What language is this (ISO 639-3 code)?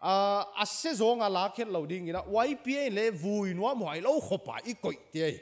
pck